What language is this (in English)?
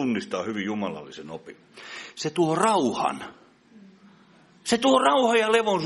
Finnish